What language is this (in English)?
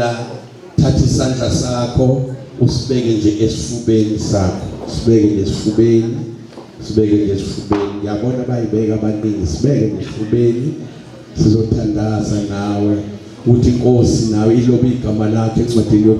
Zulu